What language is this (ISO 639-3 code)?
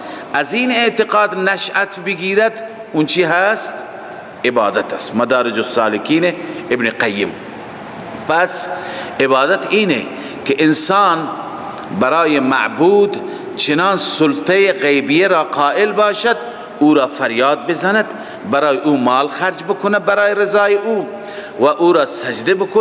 fas